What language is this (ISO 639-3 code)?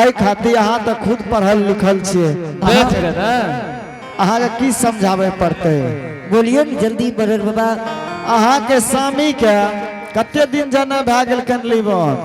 anp